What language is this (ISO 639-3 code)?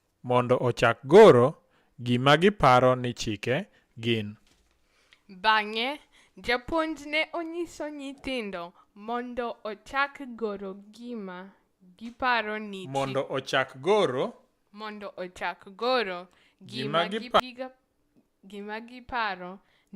luo